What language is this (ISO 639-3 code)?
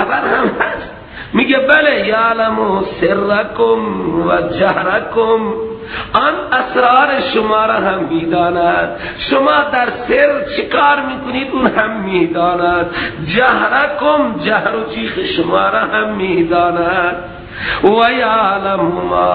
fas